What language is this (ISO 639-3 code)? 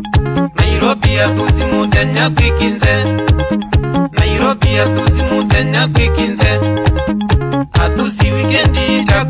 swa